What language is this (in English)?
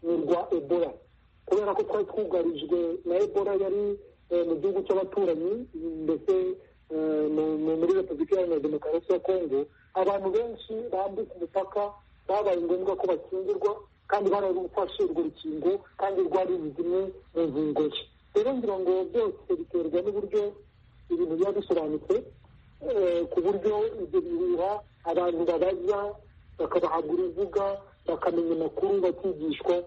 Kinyarwanda